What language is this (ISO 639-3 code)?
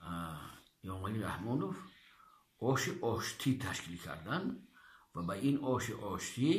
tgk